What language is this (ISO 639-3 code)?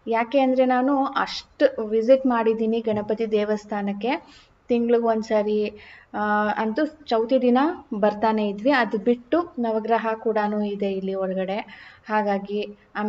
kan